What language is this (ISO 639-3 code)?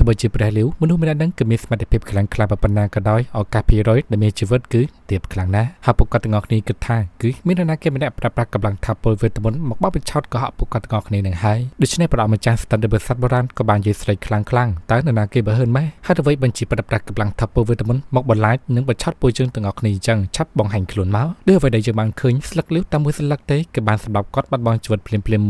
khm